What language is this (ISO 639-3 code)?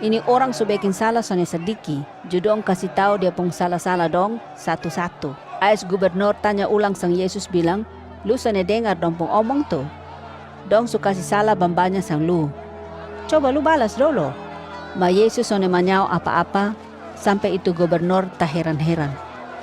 mkn